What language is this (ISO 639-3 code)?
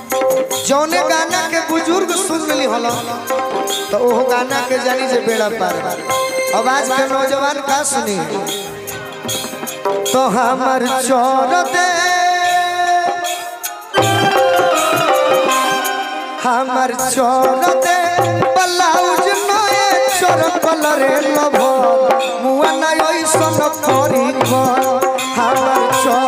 bho